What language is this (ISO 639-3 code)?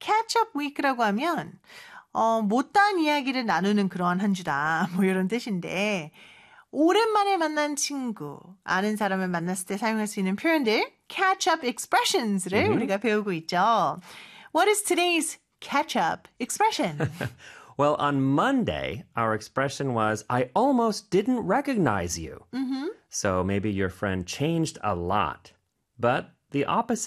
kor